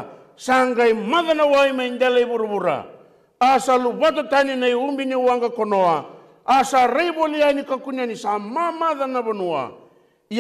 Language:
Fijian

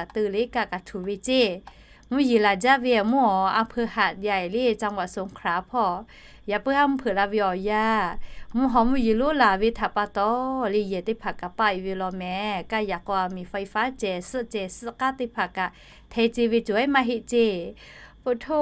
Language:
Lahu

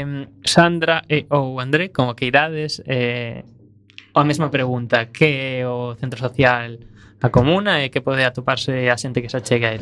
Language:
Galician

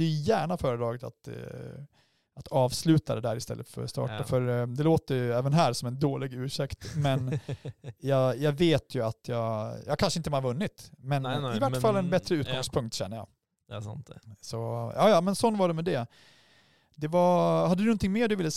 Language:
Swedish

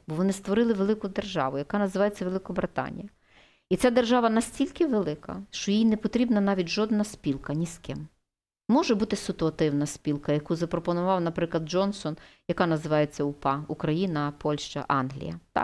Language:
Ukrainian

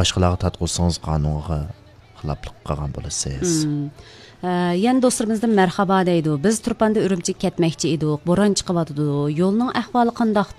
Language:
Uyghur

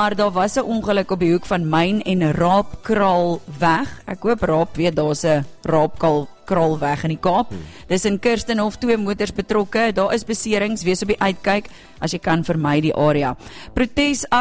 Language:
Afrikaans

